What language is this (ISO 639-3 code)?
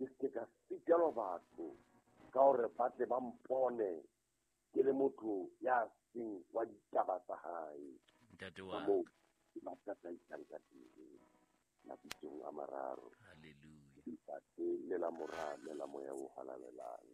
sot